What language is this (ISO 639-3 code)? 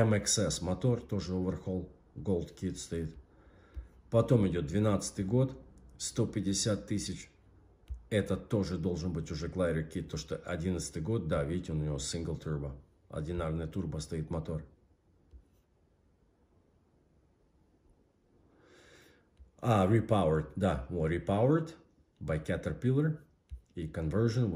rus